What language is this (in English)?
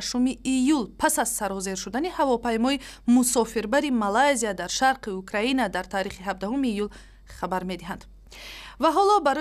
Tajik